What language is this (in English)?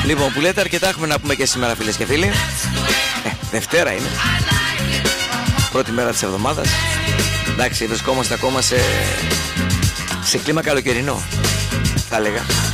Greek